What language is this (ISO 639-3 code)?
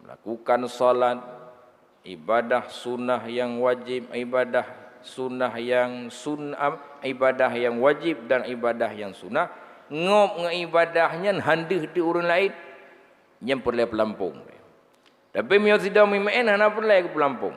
ace